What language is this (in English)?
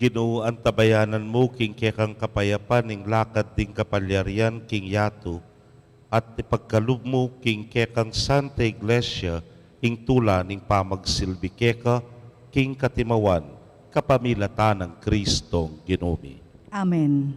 Pampanga